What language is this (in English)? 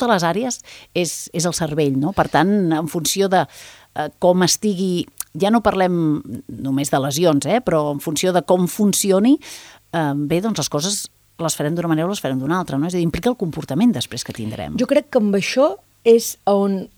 Catalan